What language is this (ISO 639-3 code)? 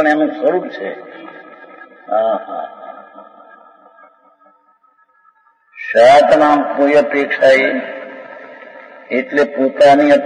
guj